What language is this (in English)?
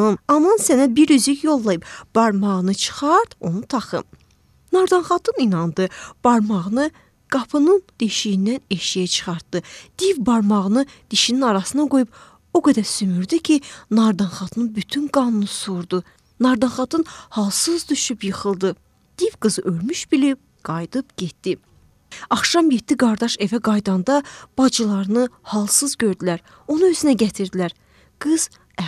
Azerbaijani